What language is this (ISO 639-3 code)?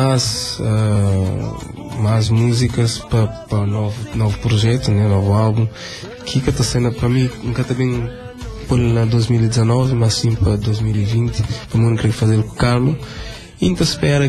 kea